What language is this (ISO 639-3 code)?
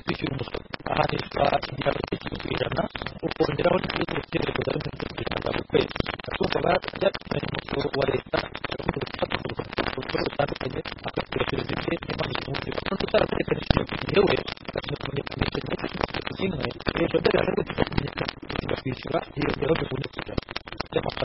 kin